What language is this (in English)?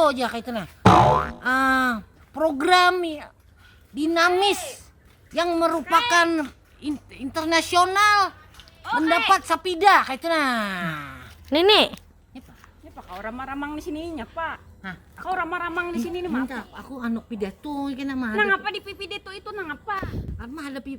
Banjar